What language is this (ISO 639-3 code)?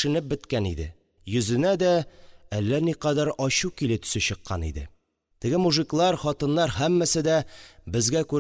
tat